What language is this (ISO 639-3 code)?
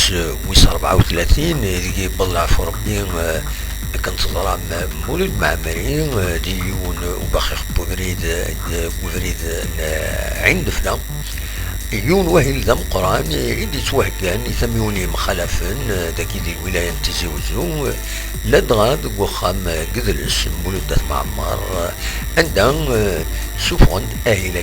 kab